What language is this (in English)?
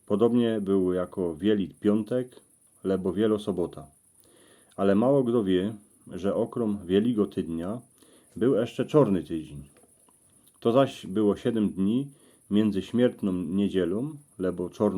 Silesian